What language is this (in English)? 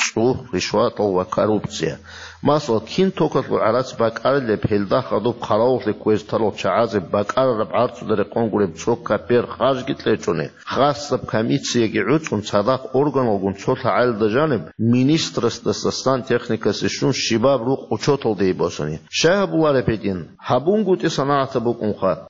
Avaric